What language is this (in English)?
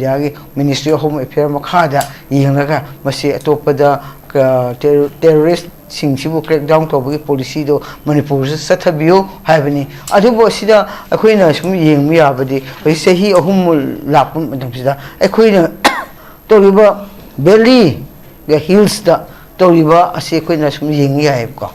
Manipuri